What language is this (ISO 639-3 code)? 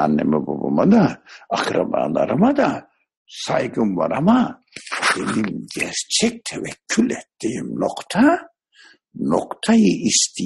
tur